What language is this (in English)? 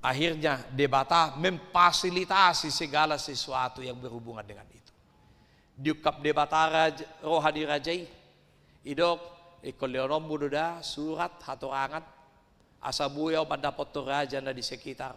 Batak Toba